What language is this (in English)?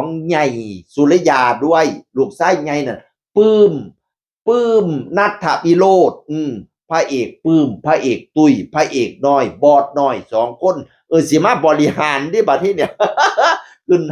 Northeastern Thai